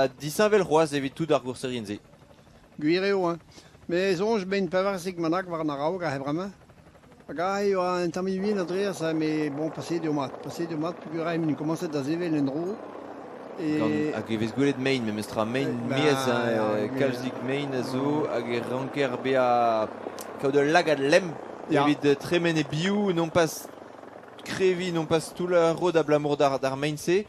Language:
Breton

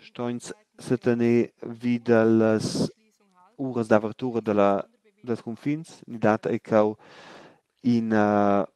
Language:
Romansh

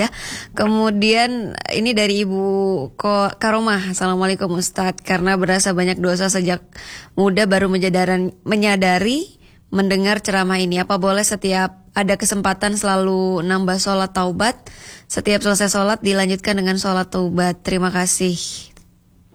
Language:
Indonesian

